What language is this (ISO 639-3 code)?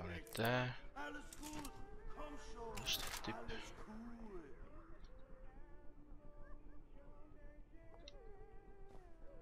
deu